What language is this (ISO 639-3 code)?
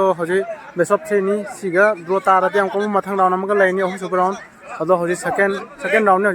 mni